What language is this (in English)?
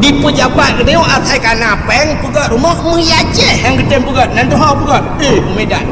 Achinese